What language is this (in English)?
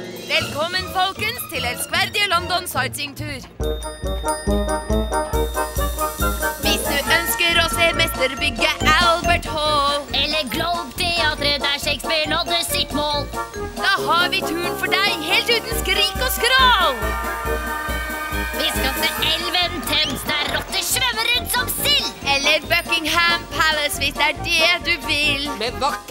Norwegian